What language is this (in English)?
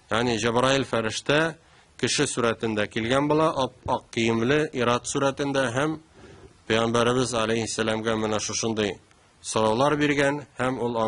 Tatar